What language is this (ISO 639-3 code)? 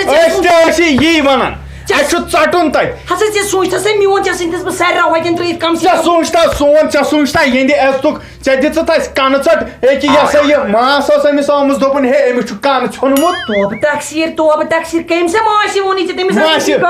kas